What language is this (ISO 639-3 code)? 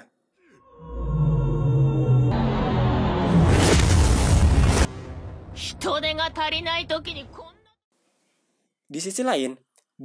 ind